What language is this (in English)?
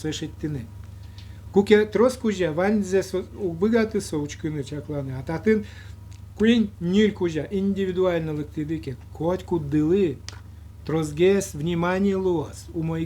Udmurt